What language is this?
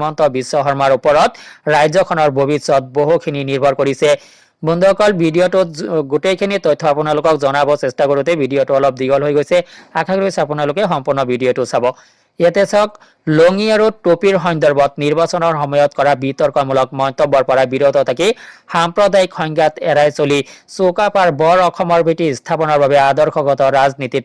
Assamese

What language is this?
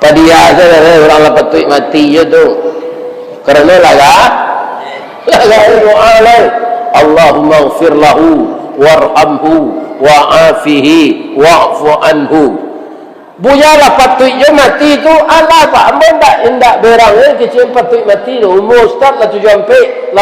Minangkabau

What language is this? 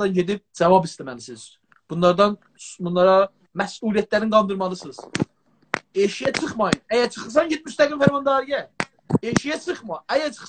South Azerbaijani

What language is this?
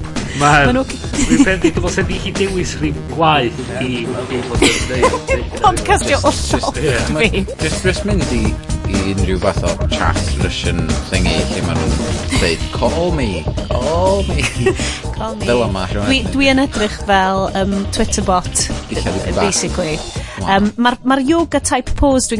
Welsh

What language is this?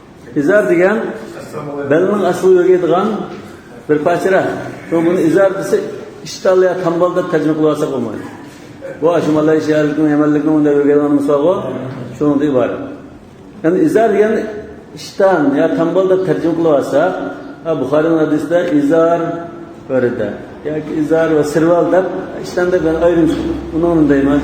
Uyghur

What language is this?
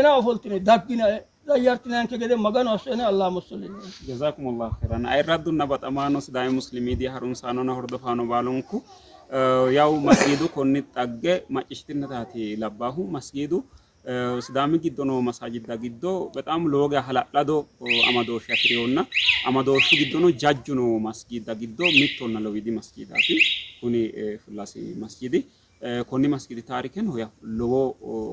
Sidamo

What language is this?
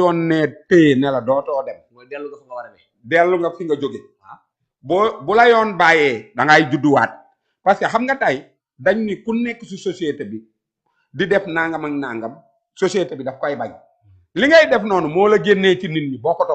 Wolof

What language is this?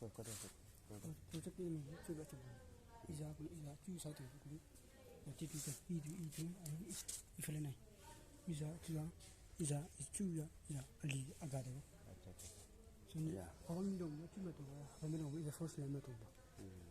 Naga Pidgin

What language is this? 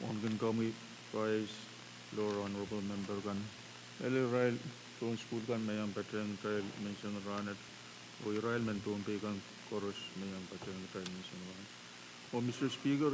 Pohnpeian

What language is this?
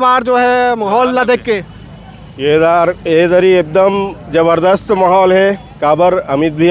Chhattisgarhi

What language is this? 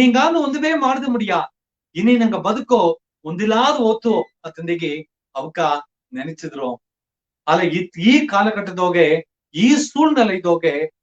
Badaga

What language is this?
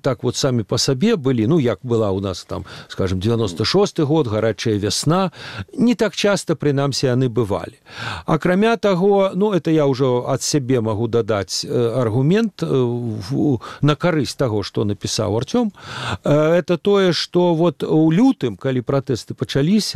Belarusian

